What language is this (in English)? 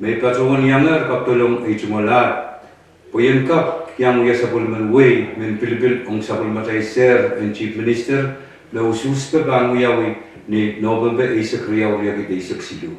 Pohnpeian